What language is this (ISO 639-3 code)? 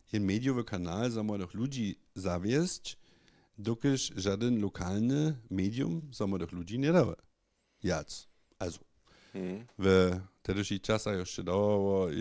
hsb